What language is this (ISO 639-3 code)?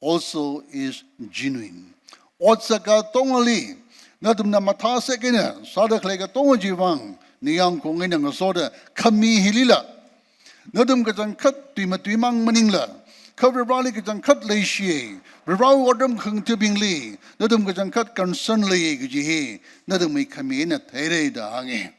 nmf